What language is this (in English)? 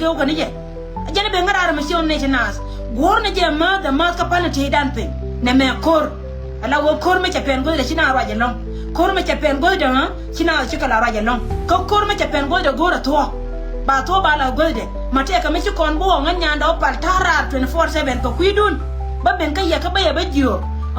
Nuer